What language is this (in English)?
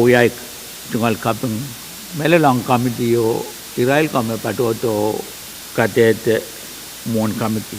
Pohnpeian